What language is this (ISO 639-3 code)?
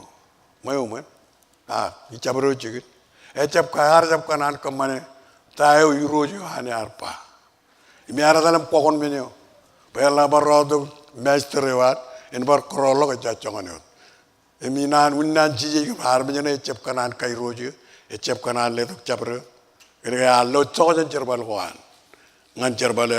mah